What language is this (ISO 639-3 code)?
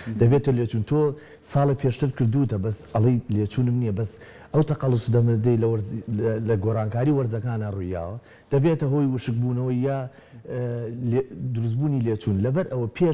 ckb